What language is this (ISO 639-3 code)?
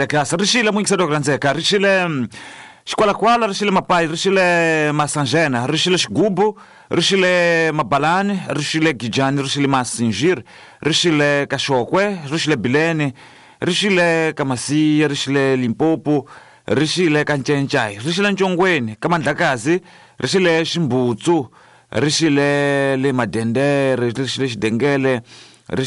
tso